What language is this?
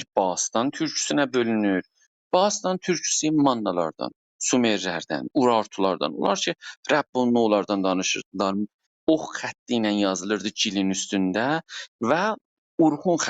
South Azerbaijani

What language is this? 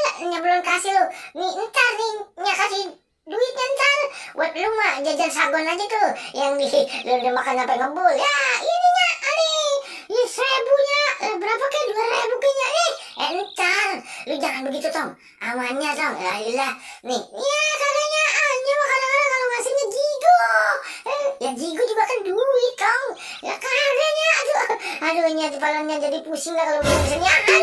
Betawi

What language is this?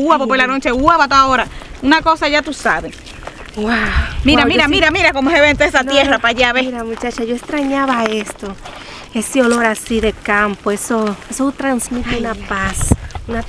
Spanish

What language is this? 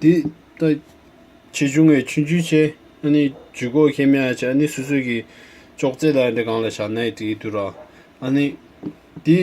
Tibetan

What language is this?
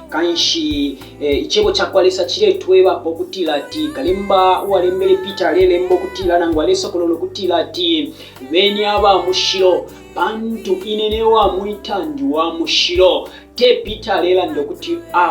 Bemba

